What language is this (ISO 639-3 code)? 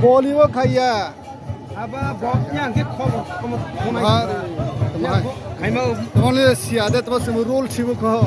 trp